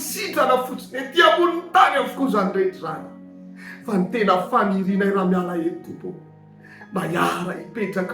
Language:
Malagasy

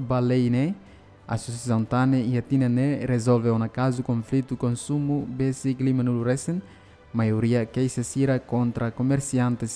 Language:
Tetum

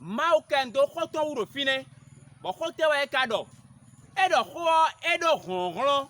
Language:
Fon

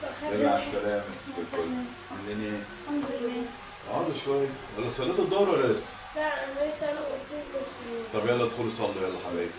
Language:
Egyptian Arabic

